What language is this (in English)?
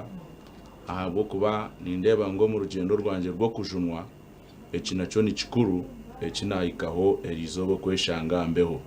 Nyankole